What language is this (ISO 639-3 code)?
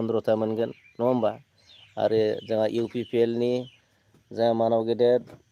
brx